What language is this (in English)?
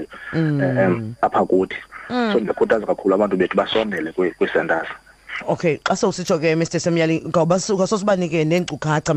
Xhosa